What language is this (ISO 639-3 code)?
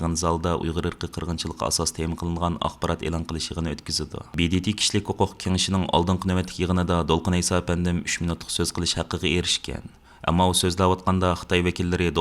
uig